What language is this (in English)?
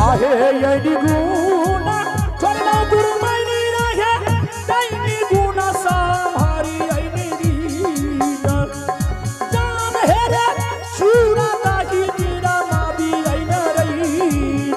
Angika